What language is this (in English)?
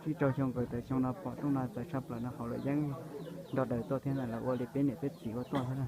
Hmong